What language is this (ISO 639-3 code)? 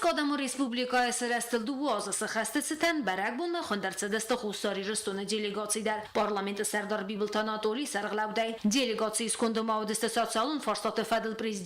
oss